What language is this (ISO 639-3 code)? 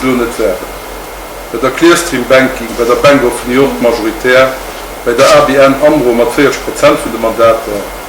ltz